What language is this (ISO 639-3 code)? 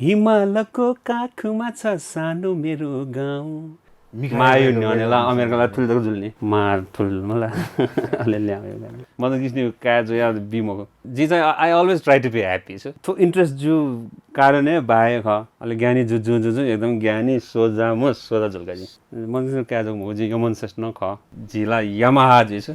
new